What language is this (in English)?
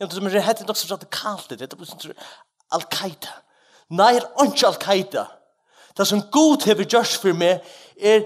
Faroese